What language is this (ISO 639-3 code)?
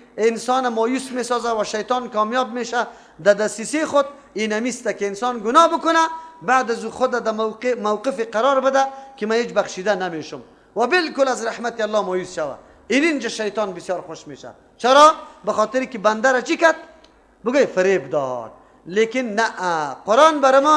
fas